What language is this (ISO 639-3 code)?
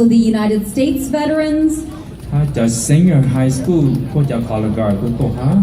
hmn